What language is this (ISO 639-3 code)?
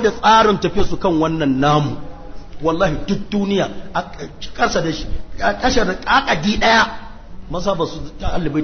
hau